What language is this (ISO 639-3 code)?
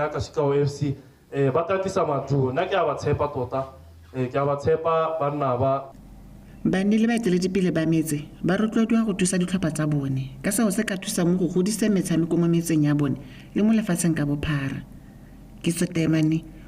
tsn